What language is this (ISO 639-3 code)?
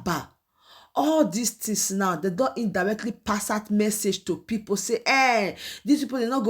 pcm